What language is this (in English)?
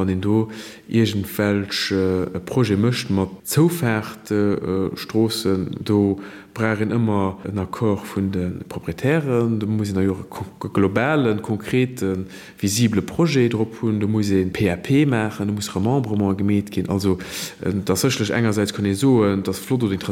Luxembourgish